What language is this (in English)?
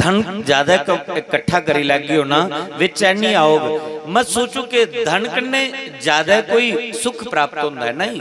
Dogri